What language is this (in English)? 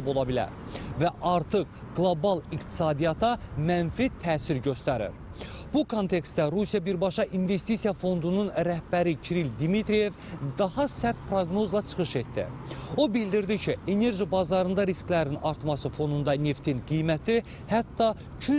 Azerbaijani